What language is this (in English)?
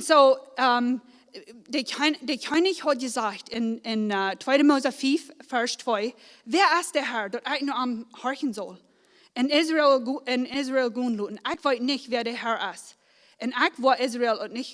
Plautdietsch